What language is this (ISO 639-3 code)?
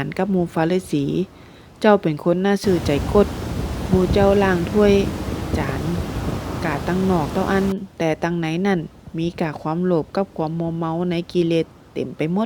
nod